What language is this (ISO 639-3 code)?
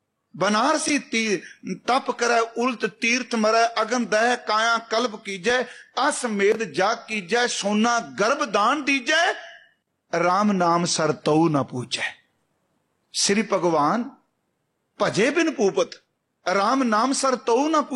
pan